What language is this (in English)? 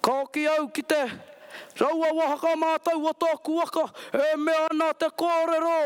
Māori